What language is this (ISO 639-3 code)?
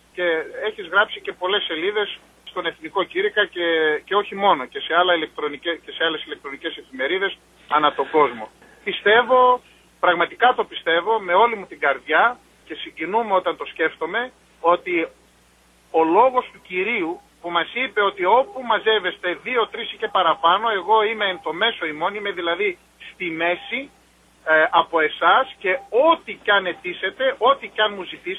ell